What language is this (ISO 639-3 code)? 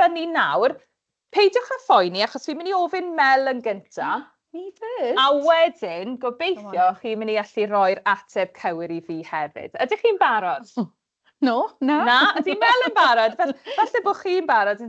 cym